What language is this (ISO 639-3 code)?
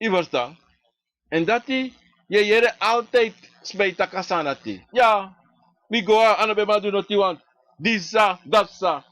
srn